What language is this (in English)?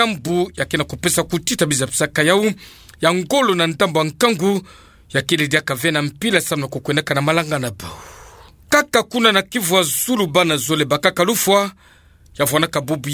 Kituba (Democratic Republic of Congo)